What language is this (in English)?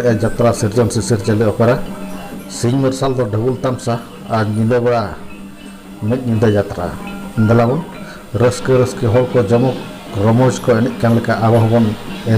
Santali